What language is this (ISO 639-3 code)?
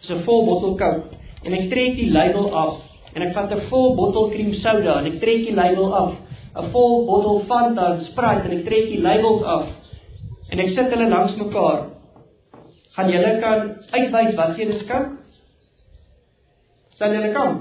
afr